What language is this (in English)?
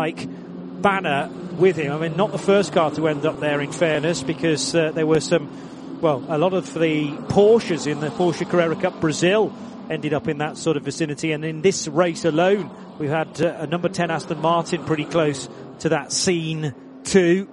English